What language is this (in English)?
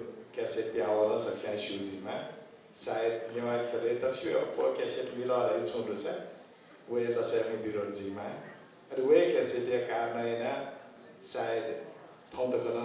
Newari